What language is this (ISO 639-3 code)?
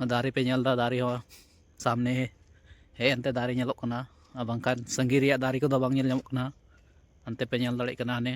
sat